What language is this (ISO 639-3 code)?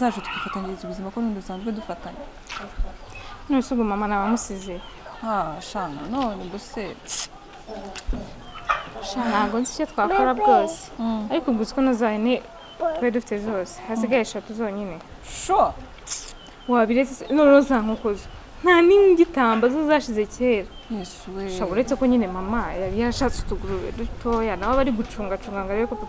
kin